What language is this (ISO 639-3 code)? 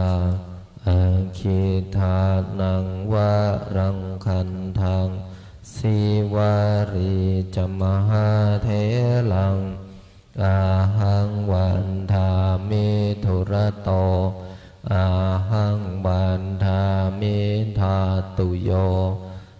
pli